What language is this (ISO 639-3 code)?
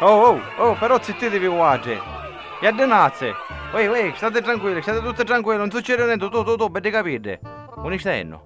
scn